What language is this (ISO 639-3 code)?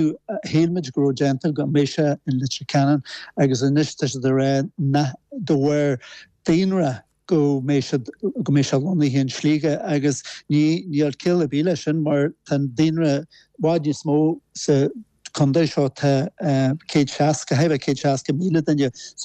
gle